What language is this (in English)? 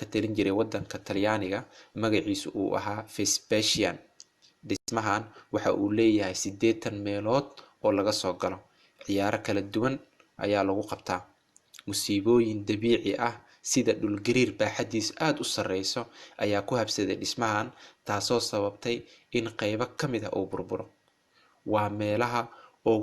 Somali